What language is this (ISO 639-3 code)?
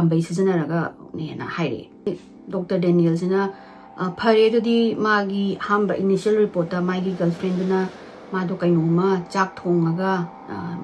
mni